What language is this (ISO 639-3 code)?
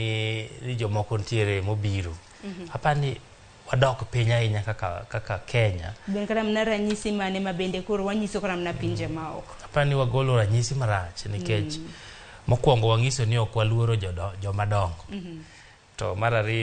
luo